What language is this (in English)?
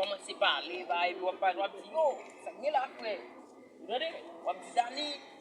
Haitian Creole